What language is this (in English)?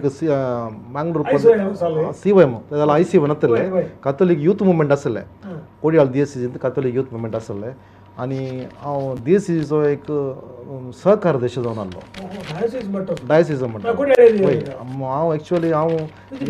Konkani